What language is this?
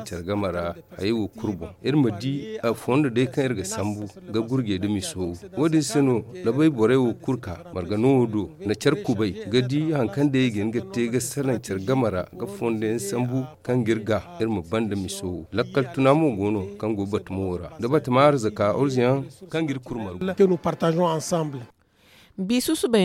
Zarma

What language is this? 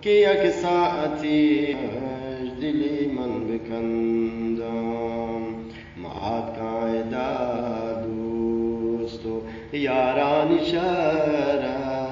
Eastern Balochi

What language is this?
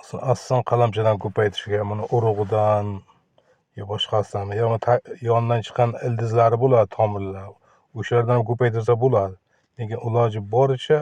Uzbek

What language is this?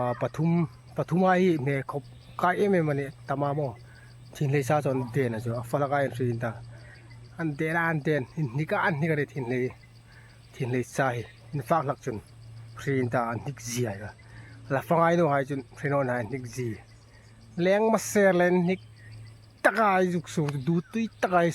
Hmar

